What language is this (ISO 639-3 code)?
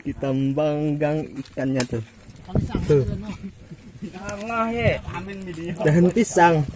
bjn